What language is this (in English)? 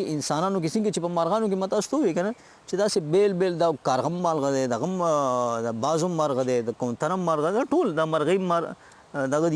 Pashto